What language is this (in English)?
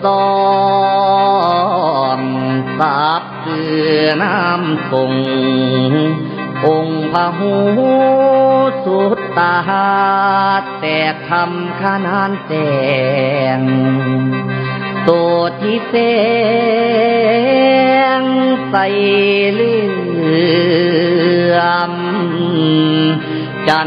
Thai